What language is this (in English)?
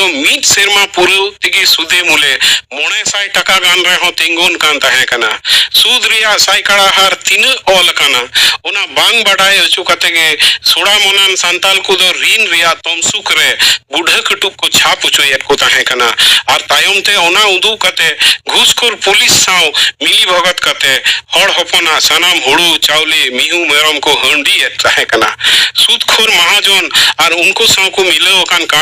Santali